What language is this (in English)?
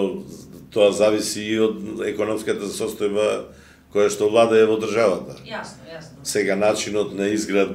Macedonian